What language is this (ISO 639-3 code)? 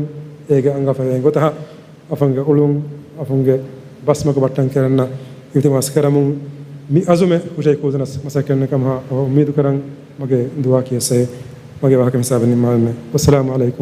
div